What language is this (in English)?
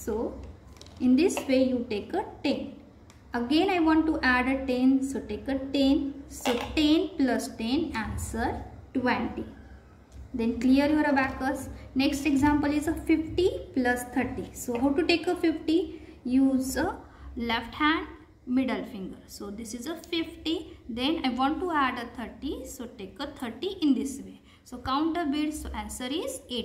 English